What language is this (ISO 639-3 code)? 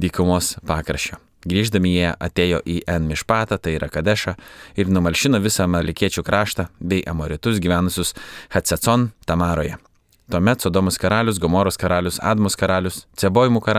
lit